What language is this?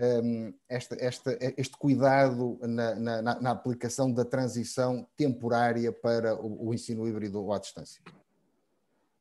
Portuguese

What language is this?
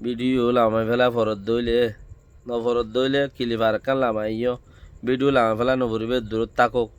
Rohingya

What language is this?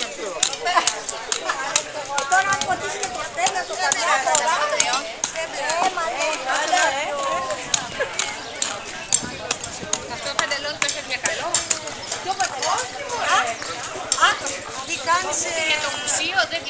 Greek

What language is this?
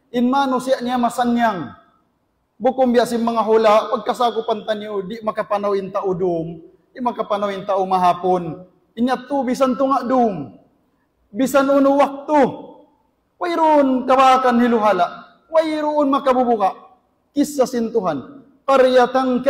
Tausug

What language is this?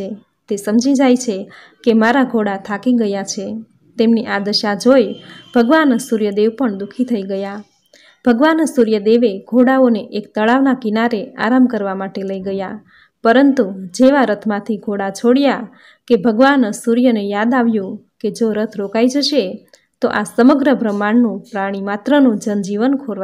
Gujarati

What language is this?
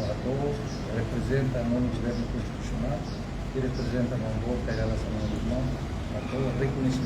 Tetum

